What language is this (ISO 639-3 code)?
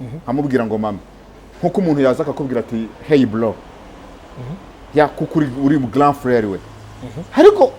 kin